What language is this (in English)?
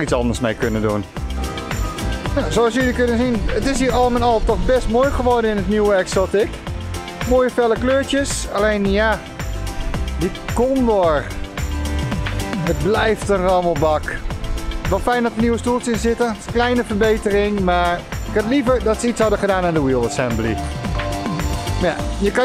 Dutch